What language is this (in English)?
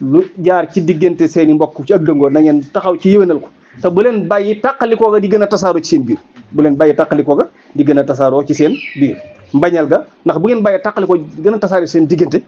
Wolof